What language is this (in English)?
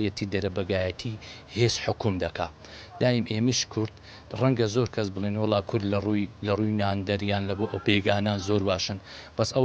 Central Kurdish